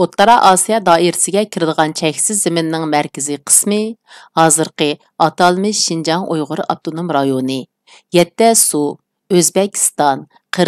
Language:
Uyghur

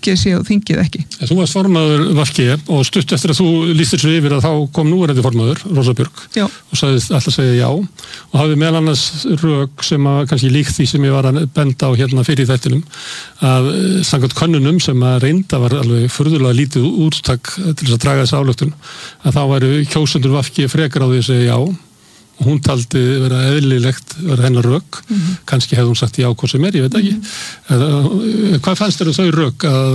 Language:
Icelandic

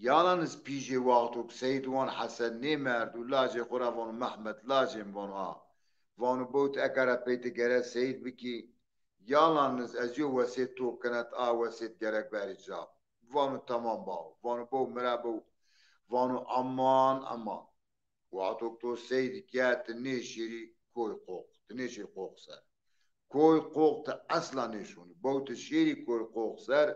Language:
Zaza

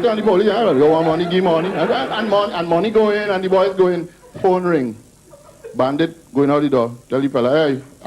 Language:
Jamaican Creole English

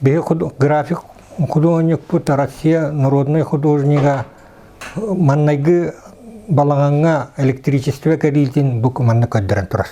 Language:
Yakut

